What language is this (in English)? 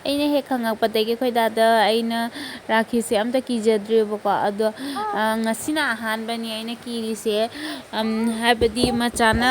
Manipuri